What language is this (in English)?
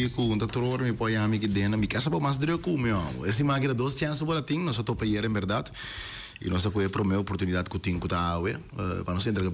Papiamento